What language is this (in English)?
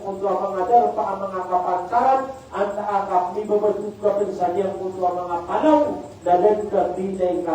Maranao